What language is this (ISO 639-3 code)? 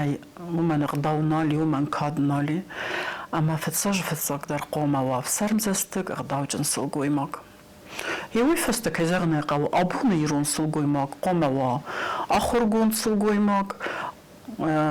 oss